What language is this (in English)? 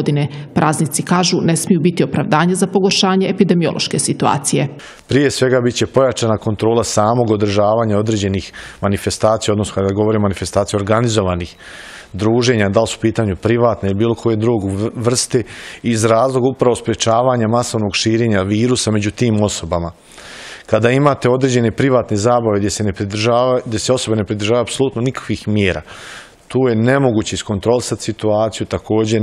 Bosnian